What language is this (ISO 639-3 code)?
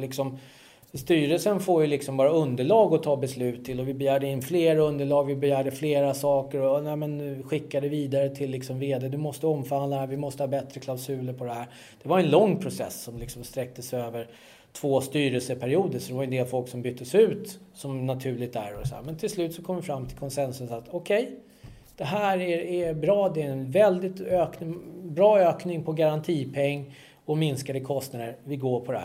swe